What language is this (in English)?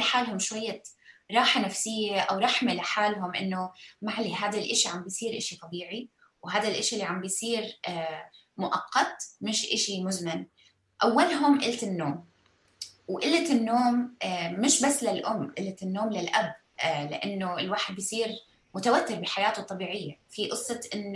North Levantine Arabic